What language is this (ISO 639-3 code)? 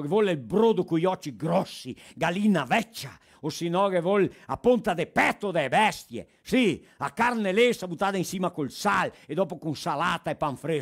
vec